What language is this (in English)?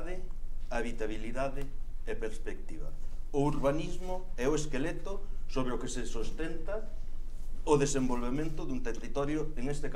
Galician